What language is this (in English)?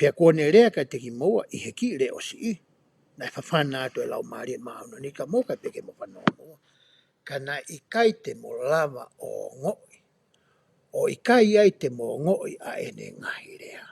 Tongan